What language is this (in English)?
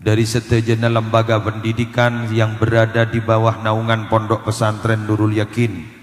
Madurese